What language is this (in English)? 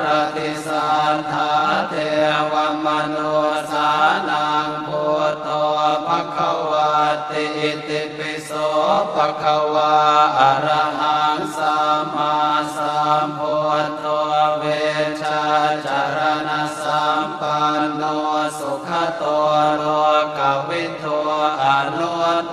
Pali